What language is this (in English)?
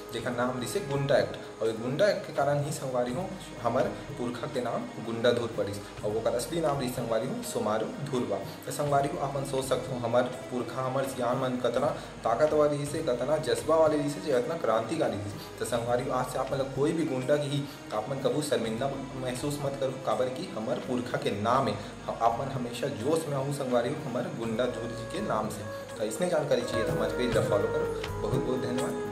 Chhattisgarhi